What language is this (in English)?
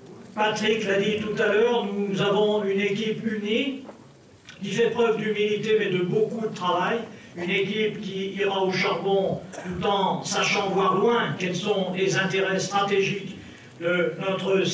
French